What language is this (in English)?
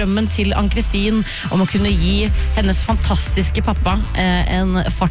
Norwegian